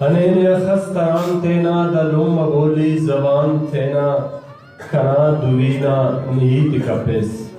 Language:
Brahui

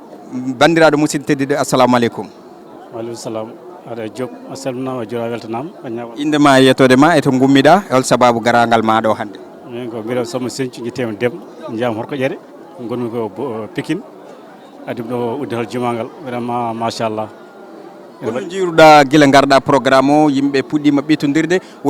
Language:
Fula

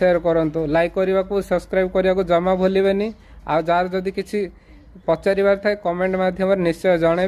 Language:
Odia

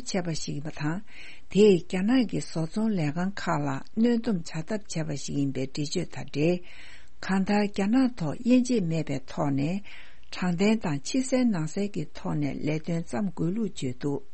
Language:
Tibetan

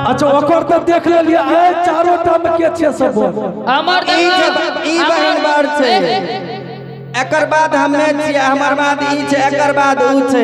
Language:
Angika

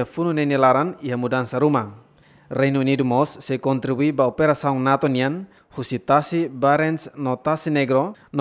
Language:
Tetum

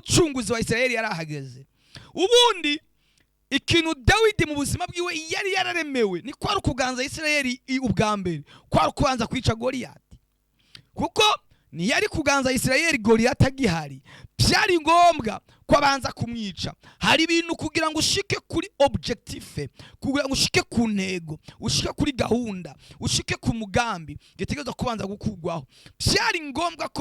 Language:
Rundi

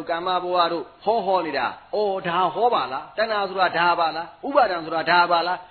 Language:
Burmese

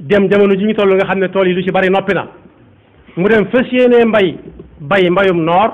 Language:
Wolof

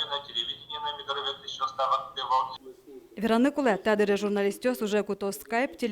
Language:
Udmurt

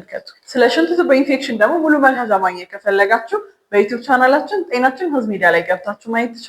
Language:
Amharic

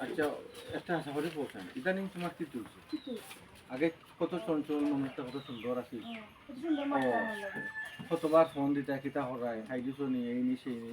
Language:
Sylheti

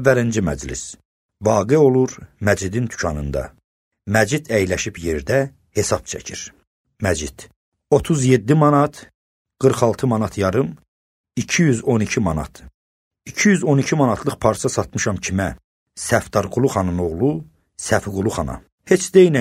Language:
Azerbaijani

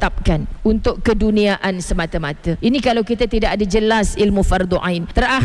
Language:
Malay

